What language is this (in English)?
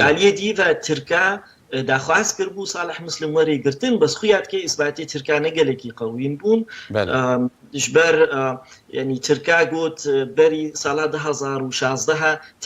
Kurdish